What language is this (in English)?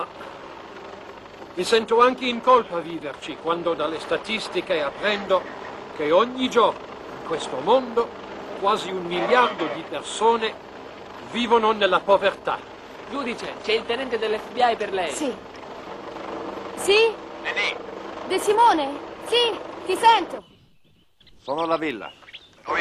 Italian